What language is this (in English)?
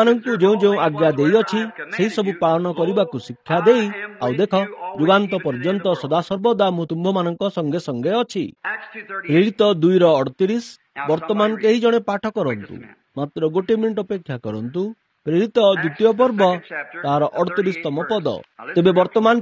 Odia